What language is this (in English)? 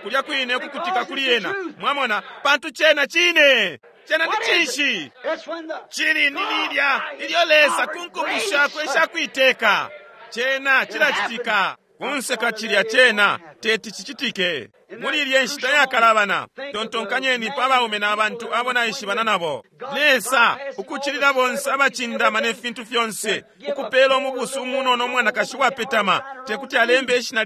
Bemba